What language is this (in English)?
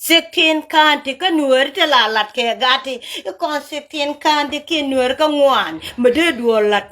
Nuer